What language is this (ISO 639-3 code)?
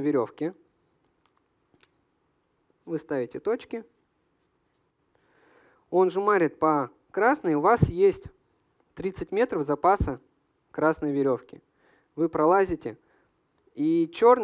rus